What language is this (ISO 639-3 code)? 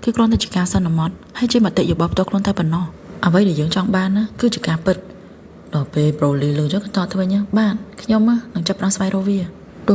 khm